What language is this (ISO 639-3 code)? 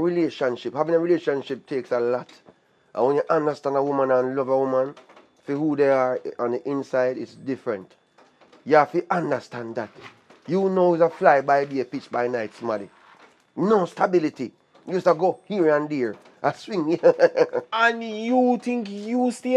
jam